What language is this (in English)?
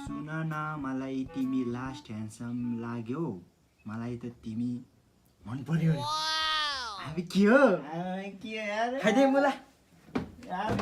Nepali